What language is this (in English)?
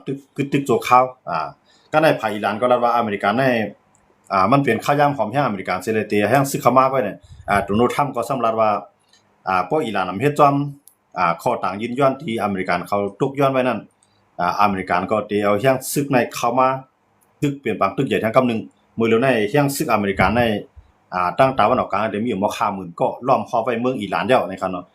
Shan